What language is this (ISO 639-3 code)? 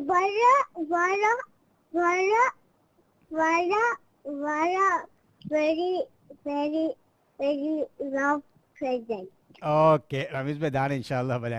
div